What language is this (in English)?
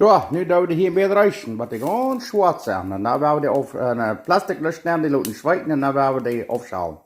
Plautdietsch